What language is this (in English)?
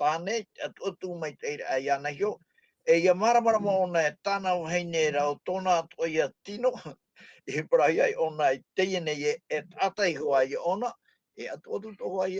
Tahitian